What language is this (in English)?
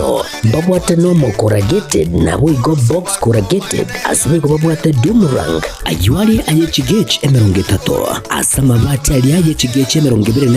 Gusii